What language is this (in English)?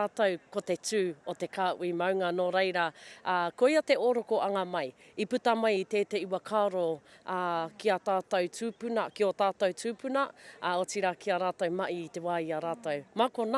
Māori